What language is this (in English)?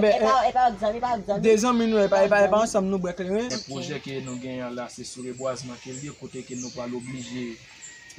Haitian Creole